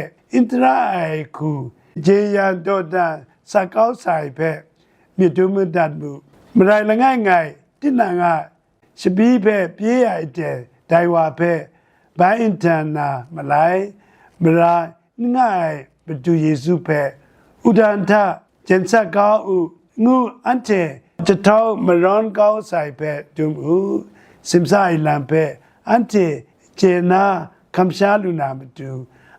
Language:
Kachin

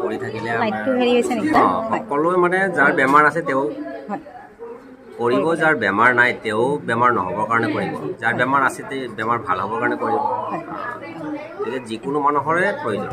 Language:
Assamese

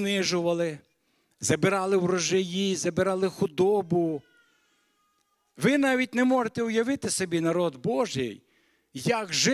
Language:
Ukrainian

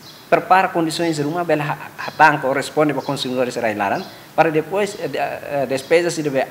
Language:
Tetum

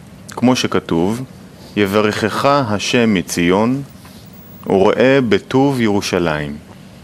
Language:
Hebrew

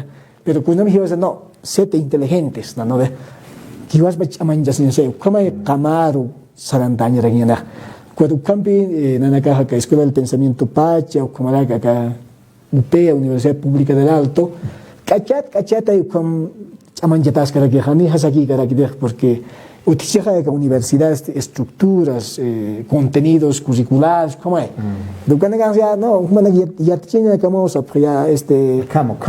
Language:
Aymara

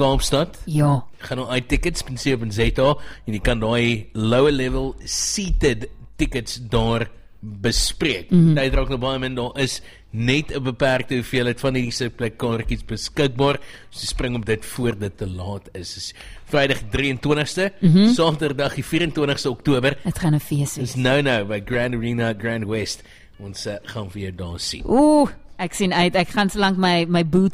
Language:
Afrikaans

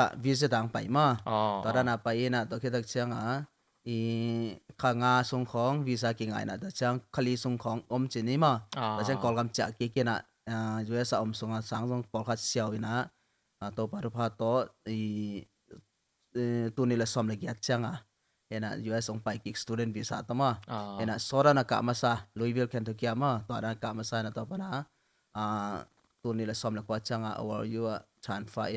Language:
Tedim Chin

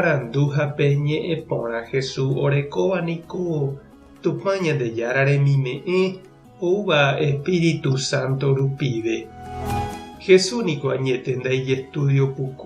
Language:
Guarani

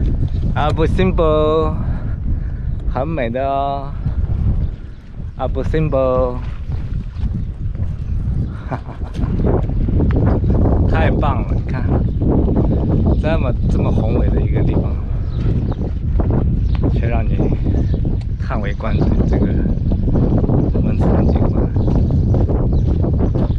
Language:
Chinese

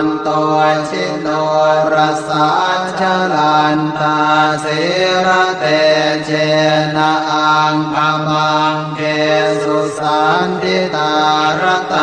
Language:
Pali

